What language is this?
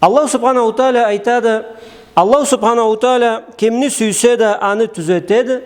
Karachay-Balkar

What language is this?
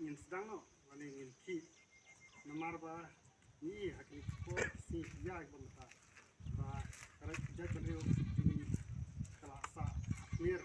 Khasi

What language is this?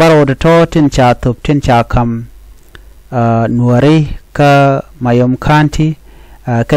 Nuer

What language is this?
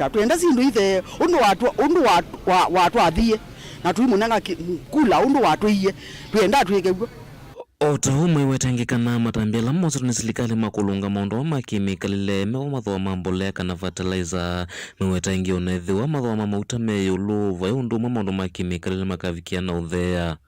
Kamba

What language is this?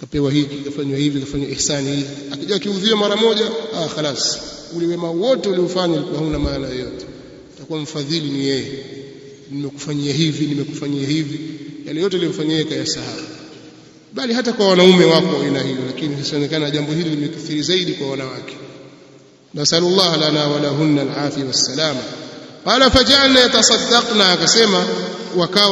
Swahili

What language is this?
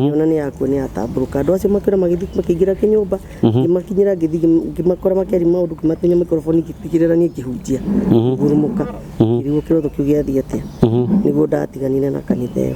Kikuyu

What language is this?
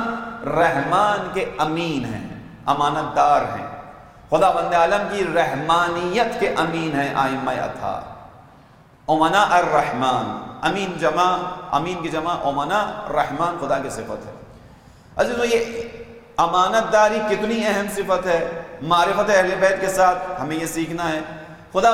Urdu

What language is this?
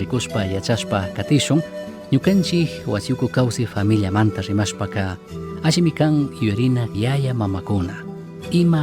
Chimborazo Highland Quichua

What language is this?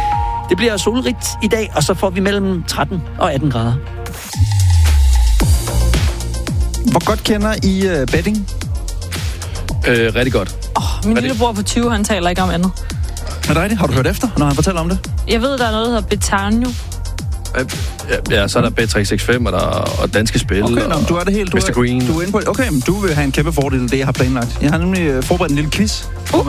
Danish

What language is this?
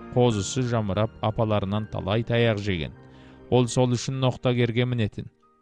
Kazakh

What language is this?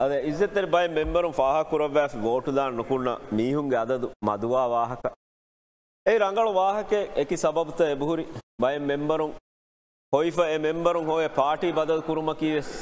Divehi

